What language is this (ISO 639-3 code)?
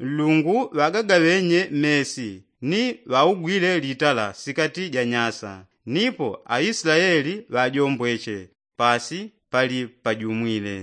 yao